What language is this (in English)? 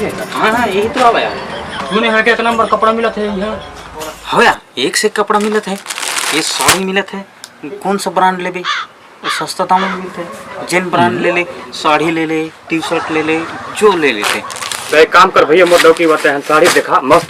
Chhattisgarhi